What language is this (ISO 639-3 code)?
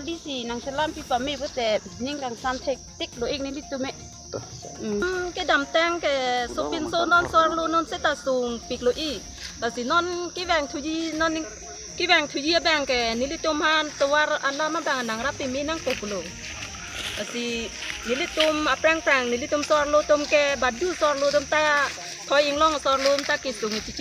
mjw